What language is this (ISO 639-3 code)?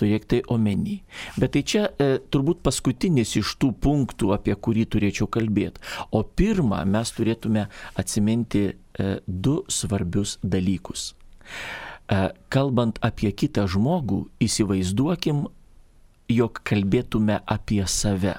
lit